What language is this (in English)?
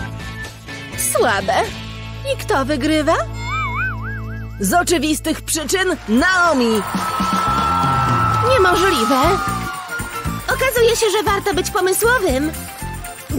Polish